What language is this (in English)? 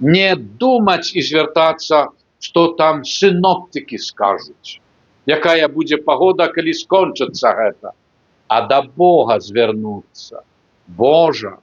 Belarusian